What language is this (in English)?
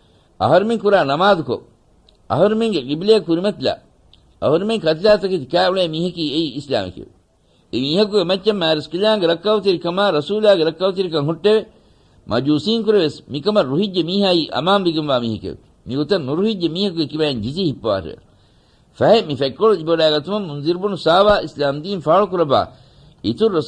Divehi